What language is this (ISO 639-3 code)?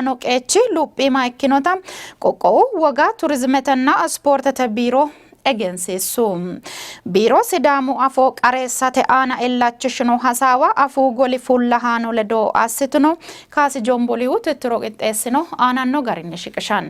sid